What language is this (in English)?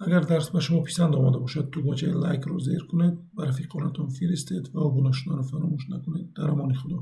Tajik